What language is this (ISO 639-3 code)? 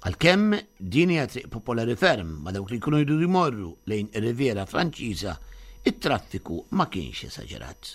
mlt